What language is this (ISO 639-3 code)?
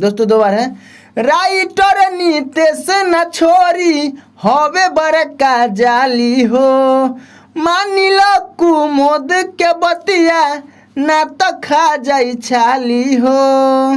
bho